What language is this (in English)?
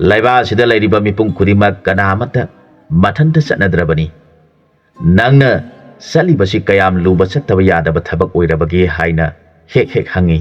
Manipuri